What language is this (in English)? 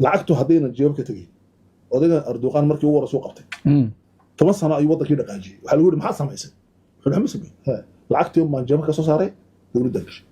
Somali